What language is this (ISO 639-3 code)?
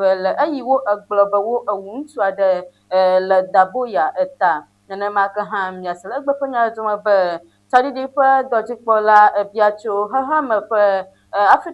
ewe